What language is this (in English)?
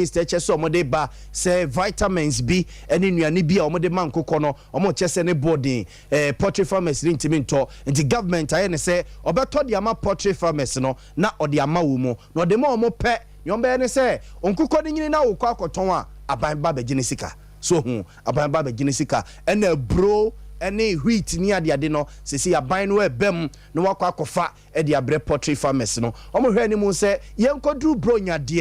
Akan